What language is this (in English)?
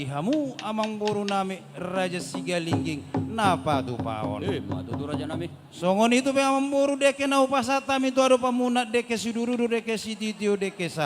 Batak Toba